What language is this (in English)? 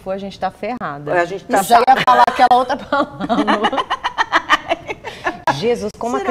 Portuguese